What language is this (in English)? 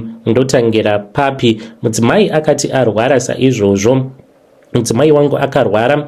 Shona